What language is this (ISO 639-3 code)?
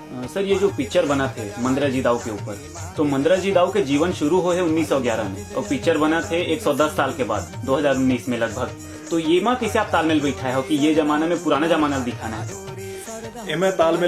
hne